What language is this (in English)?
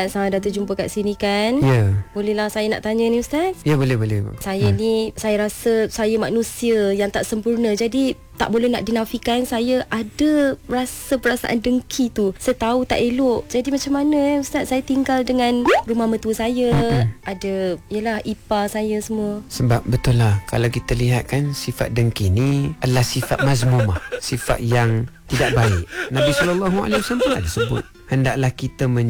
Malay